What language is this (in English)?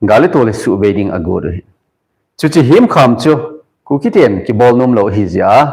Thado Chin